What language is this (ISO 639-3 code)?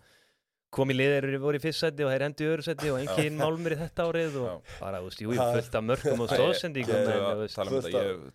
isl